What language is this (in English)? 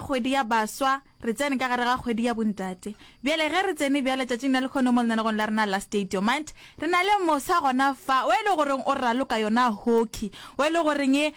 Northern Sotho